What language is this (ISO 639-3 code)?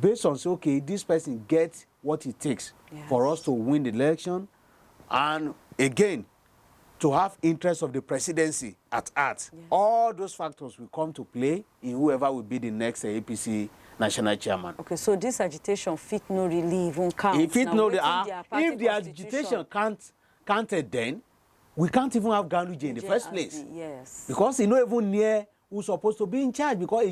pcm